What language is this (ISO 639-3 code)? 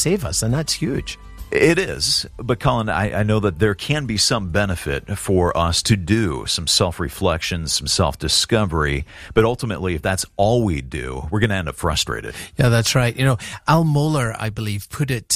eng